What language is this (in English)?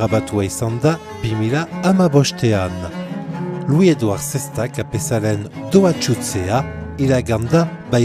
Basque